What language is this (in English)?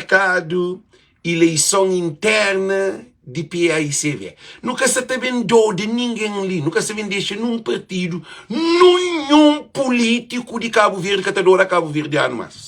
Kabuverdianu